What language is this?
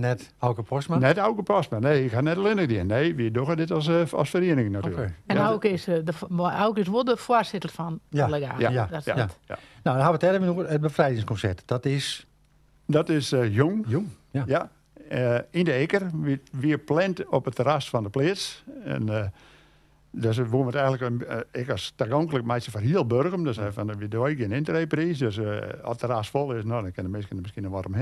Western Frisian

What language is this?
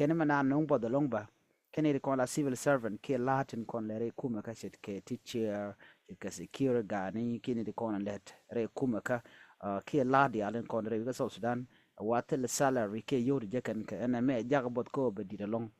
Nuer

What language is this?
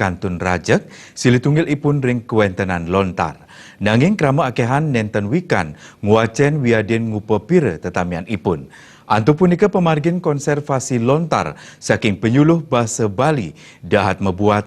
Balinese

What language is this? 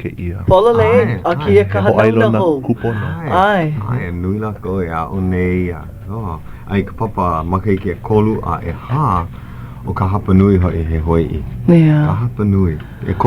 Hawaiian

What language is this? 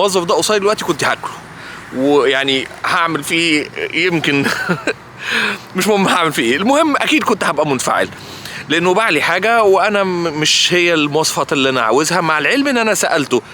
Egyptian Arabic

